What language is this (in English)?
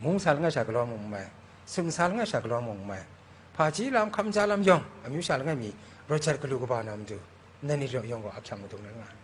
Kachin